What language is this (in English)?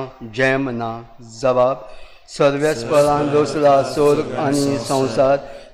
Konkani